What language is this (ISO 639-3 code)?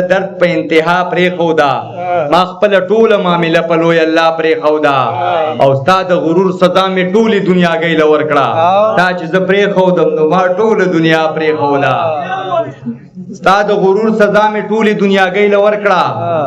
pus